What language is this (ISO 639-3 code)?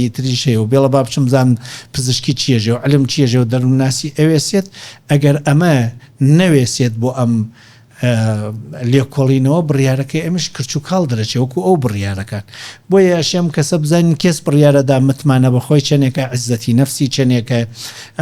ckb